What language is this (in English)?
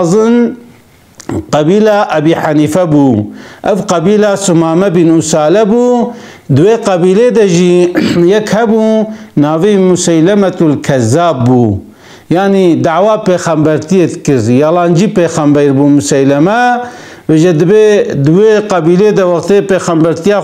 Kurdish